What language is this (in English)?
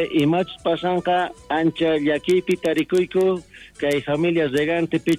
South Bolivian Quechua